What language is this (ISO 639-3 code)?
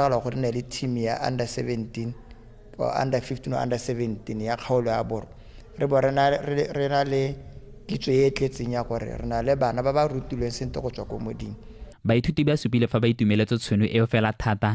tsn